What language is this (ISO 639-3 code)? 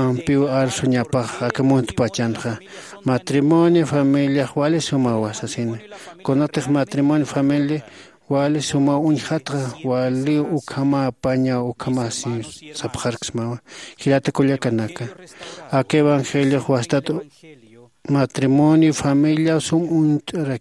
aym